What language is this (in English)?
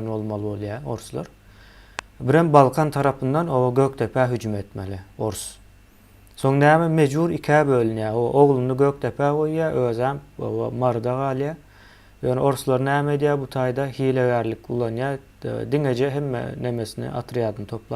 Turkmen